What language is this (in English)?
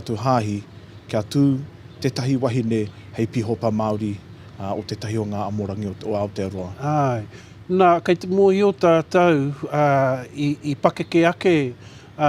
Māori